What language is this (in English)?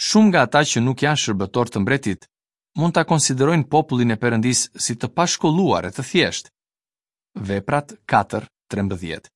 Albanian